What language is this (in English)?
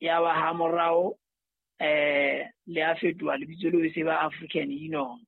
Southern Sotho